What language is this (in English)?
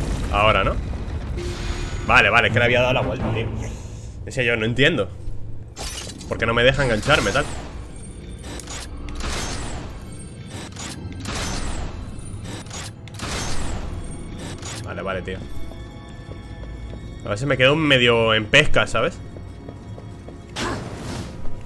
Spanish